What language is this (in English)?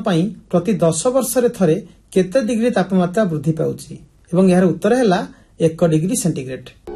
Odia